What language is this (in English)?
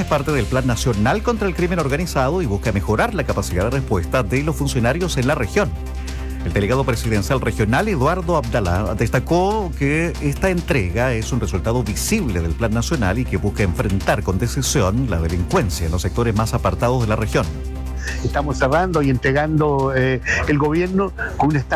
Spanish